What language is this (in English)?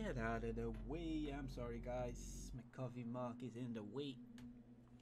English